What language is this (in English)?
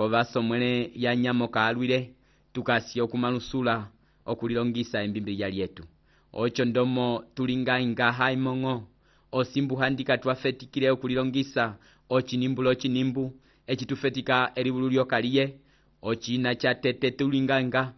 Umbundu